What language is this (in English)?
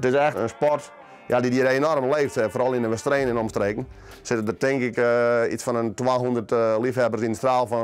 Western Frisian